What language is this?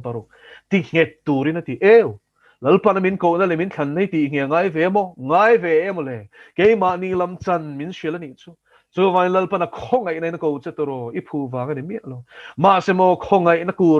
Mizo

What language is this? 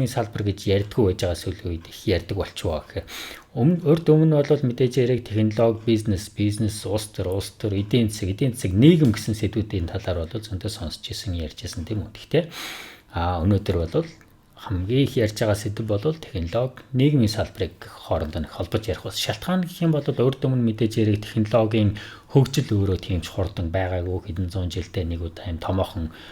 Mongolian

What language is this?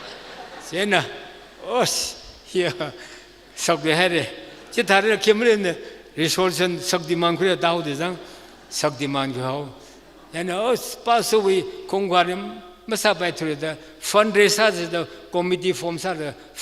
Tangkhul Naga (India)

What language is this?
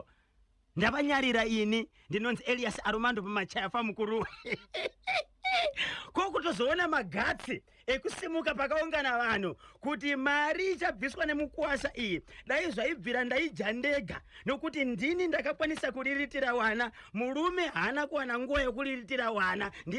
Shona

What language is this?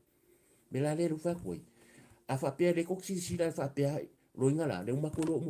Samoan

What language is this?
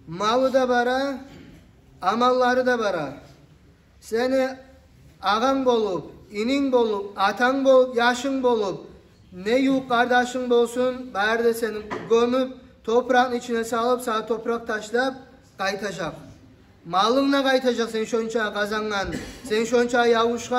Kumyk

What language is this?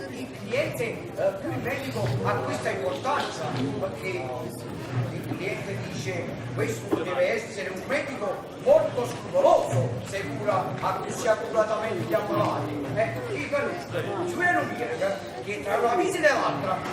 Neapolitan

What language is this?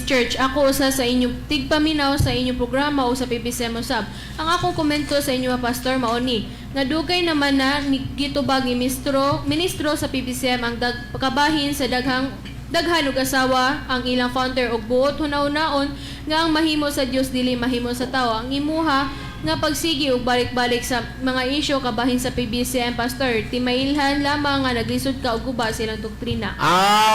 Cebuano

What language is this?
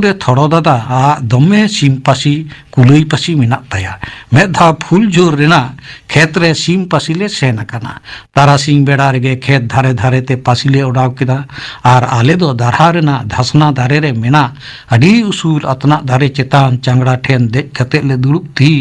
Santali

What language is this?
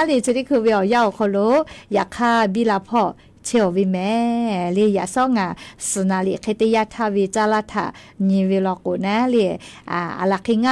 Lahu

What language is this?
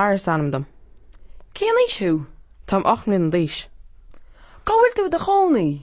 Irish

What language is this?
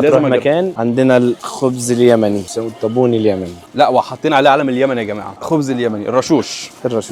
Egyptian Arabic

